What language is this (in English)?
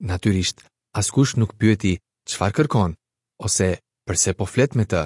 Albanian